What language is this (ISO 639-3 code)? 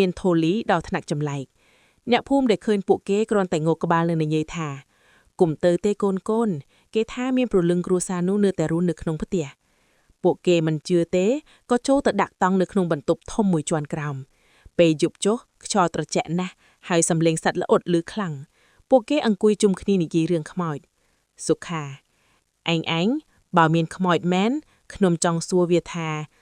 khm